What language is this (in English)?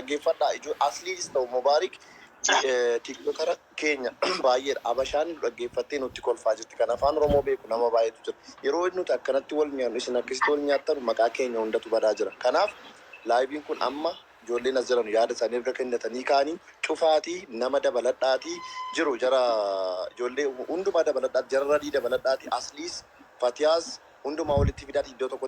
Oromo